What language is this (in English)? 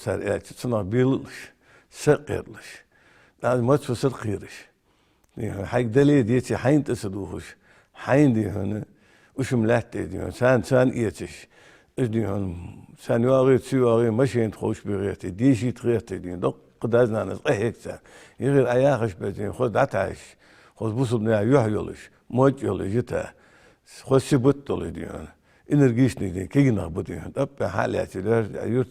Ingush